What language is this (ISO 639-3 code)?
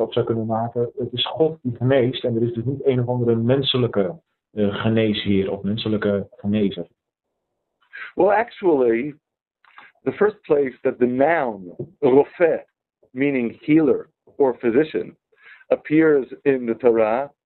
nld